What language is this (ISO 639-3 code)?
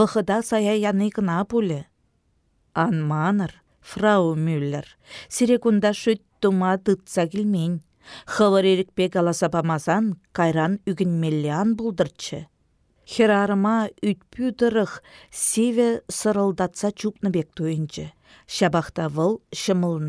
chv